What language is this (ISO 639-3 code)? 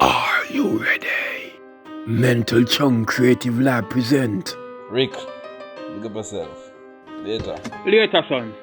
jam